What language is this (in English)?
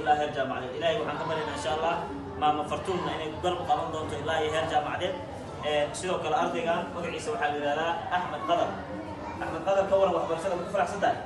Somali